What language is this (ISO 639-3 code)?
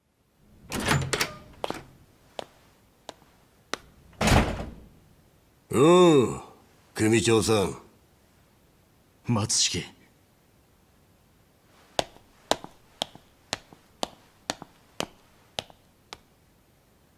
jpn